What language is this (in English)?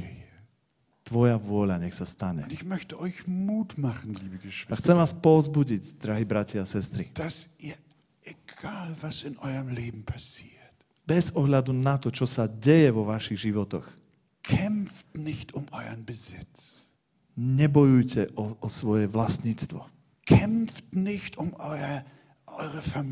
Slovak